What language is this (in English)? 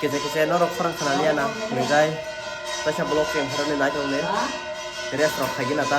Kok Borok